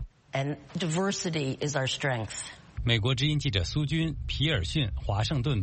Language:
Chinese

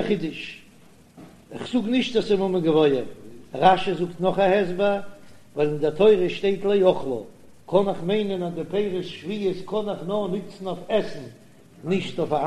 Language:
Yiddish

